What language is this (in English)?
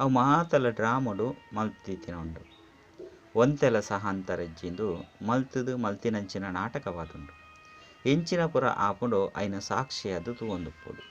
Tulu